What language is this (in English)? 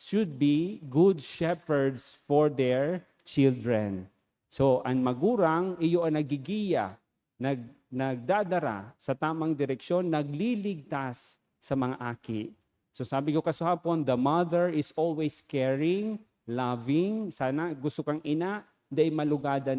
Bikol